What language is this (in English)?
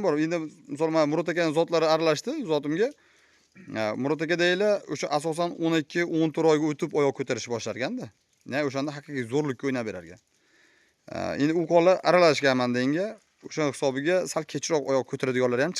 Uzbek